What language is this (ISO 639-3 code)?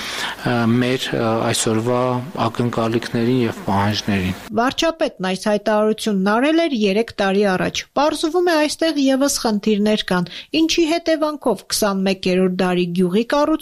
hye